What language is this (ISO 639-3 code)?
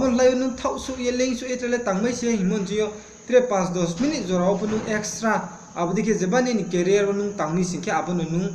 ria